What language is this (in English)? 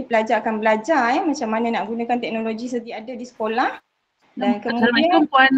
Malay